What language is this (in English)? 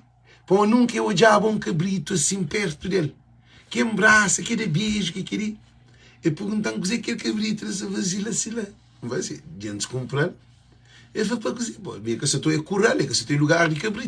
Kabuverdianu